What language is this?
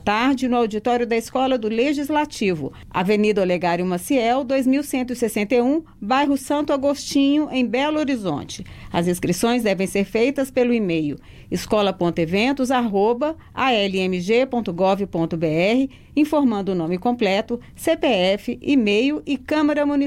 Portuguese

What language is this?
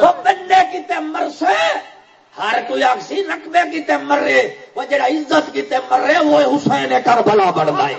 Saraiki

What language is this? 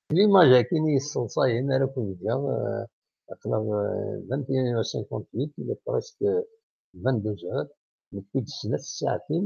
Kabyle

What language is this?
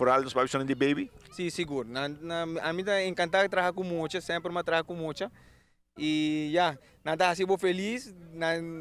Papiamento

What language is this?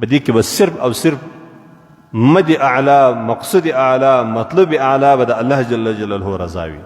Pashto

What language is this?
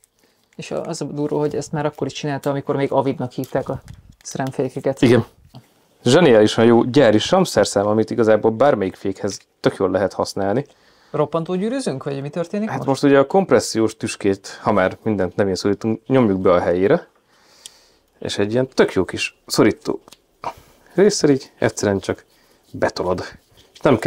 Hungarian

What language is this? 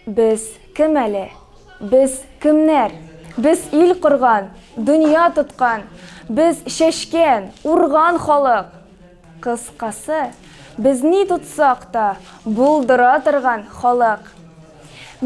Tatar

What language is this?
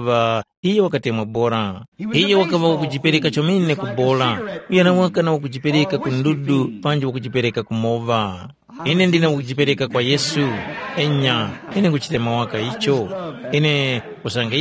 Tumbuka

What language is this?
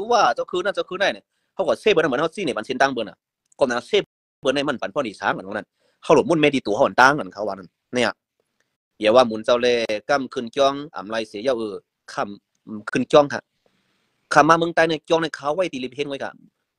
Shan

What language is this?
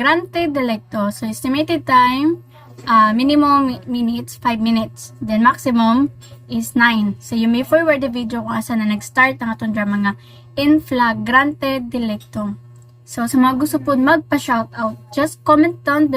Cebuano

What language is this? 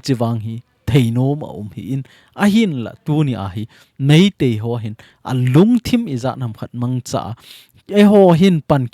Thado Chin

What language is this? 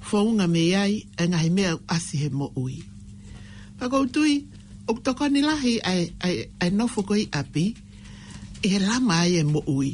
Tongan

